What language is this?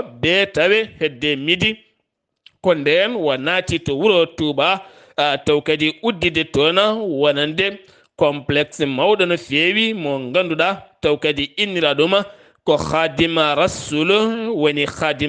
Fula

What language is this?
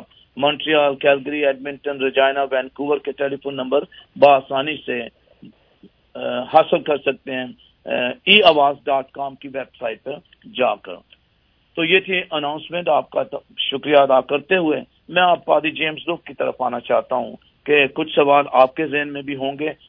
Urdu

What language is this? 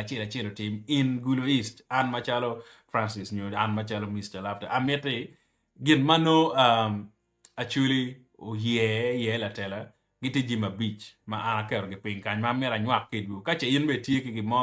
Acoli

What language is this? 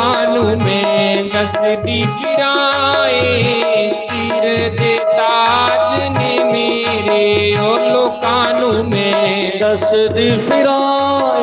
Dogri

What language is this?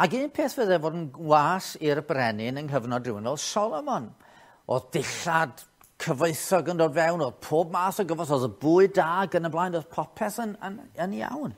Welsh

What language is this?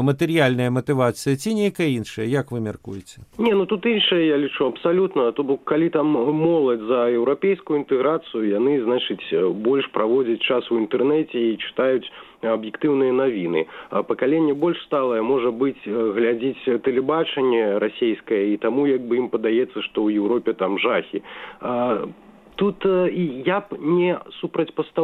Belarusian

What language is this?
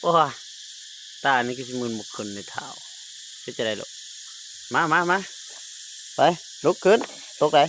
Northeastern Thai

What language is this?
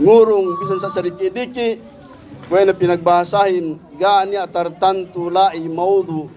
Yakan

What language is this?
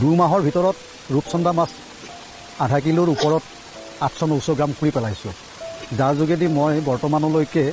Assamese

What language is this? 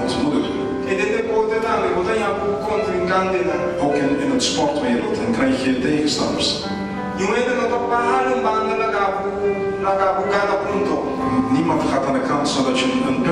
Papiamento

